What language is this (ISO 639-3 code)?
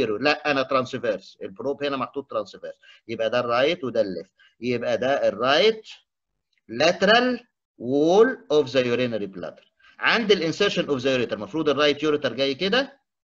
arz